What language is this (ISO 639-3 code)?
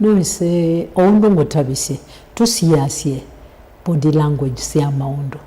kam